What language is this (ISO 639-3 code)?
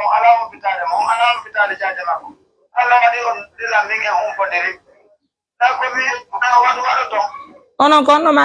ful